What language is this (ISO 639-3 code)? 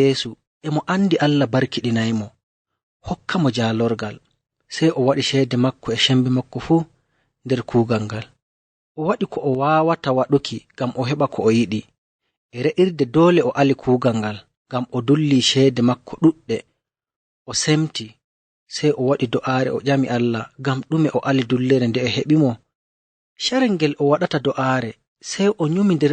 fuv